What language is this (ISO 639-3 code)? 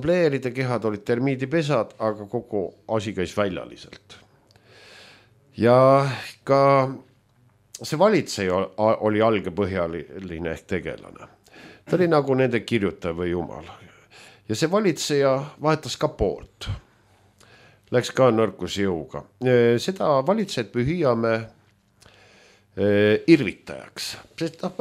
est